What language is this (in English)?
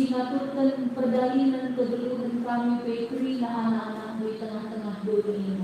Batak Karo